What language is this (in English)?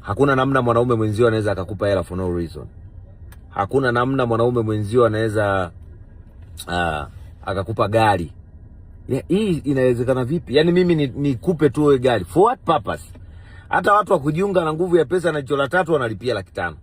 Swahili